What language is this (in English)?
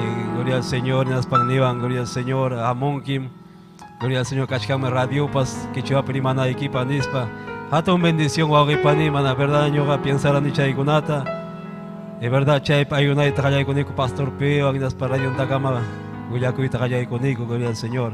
Ayacucho Quechua